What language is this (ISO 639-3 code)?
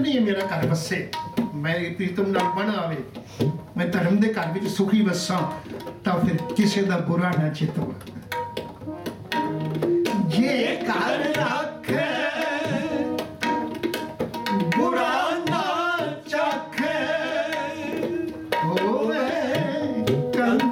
pan